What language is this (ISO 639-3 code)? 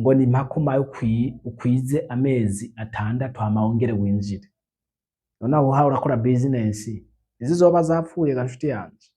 run